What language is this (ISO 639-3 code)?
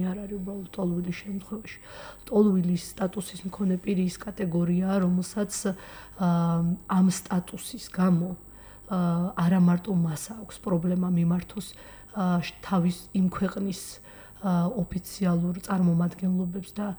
kat